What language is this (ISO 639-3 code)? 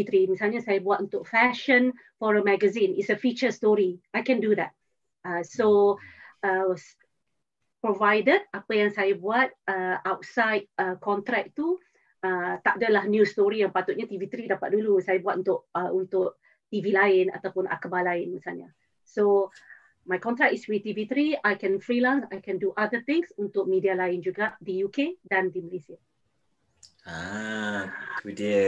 msa